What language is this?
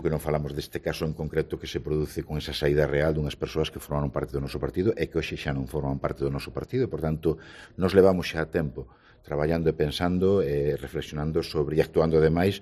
Galician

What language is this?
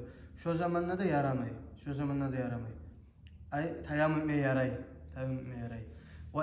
Kumyk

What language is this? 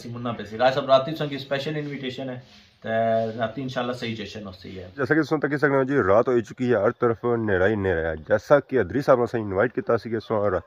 Pahari-Potwari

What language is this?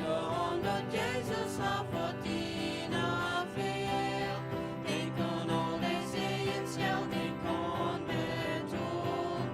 Plautdietsch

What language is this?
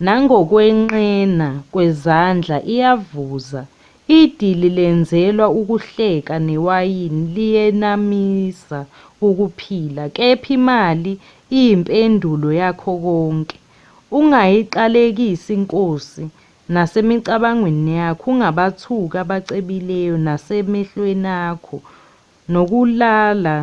Zulu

